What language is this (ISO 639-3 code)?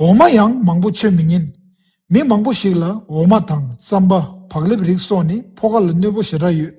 bod